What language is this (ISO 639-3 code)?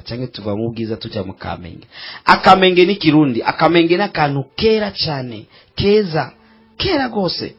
run